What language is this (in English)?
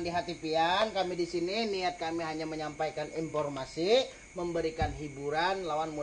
Banjar